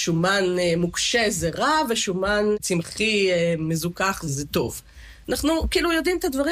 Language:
Hebrew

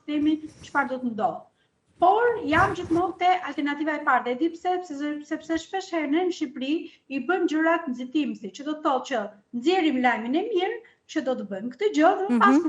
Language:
Albanian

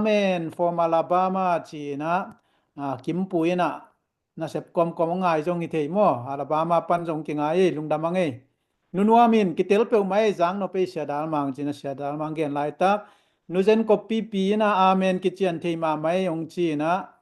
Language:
Tedim Chin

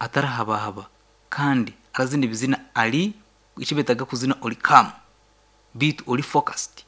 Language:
Nyankole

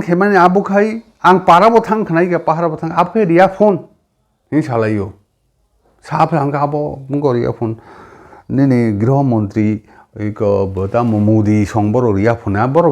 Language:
Kok Borok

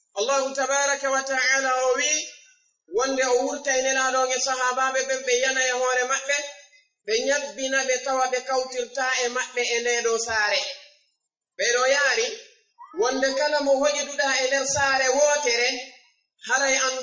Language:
Fula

